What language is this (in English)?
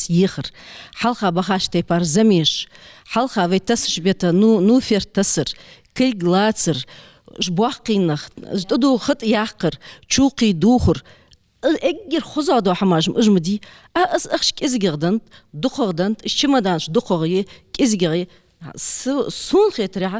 Ingush